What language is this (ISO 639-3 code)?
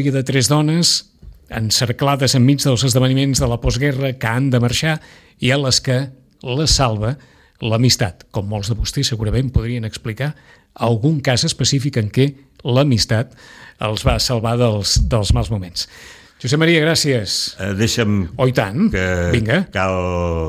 cat